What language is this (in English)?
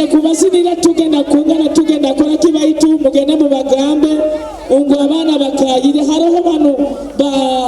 Nyoro